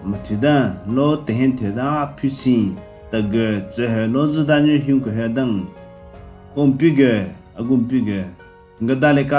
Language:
Southern Rengma Naga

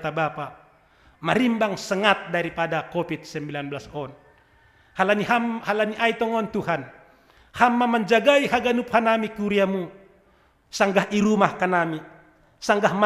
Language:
Batak Simalungun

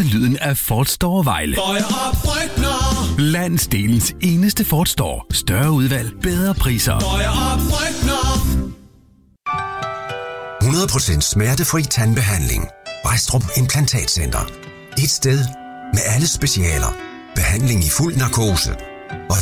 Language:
Danish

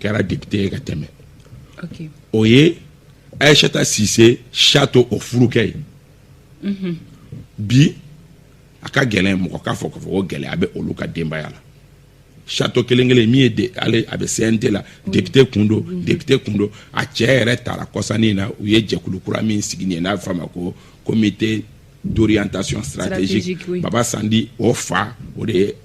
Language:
Bambara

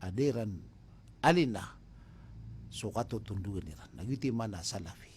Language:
Maranao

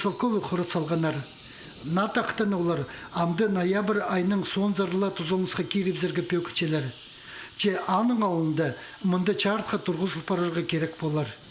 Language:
Khakas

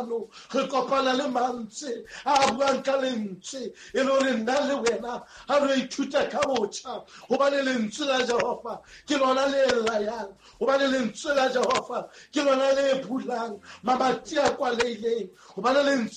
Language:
Southern Sotho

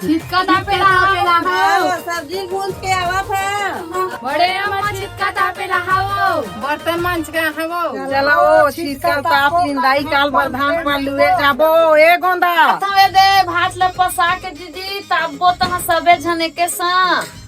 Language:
Chhattisgarhi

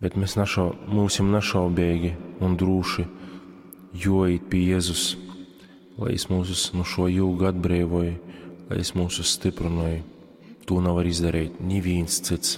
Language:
Latgalian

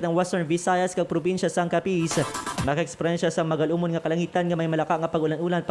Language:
Hiligaynon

